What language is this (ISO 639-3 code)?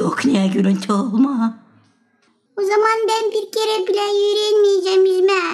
gag